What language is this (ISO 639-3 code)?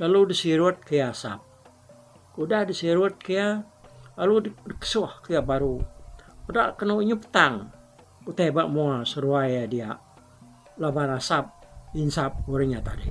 iba